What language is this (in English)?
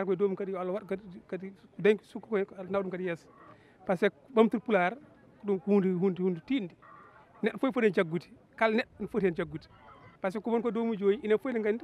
Fula